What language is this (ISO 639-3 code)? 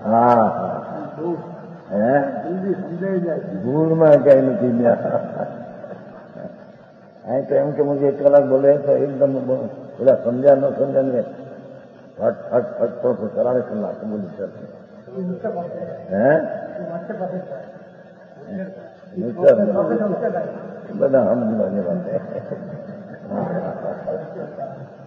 hin